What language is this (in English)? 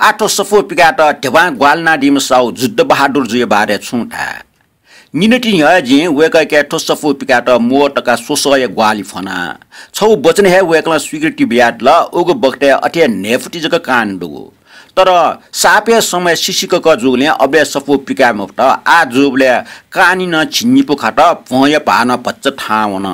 Newari